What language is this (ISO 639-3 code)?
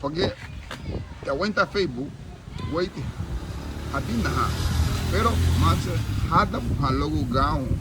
cab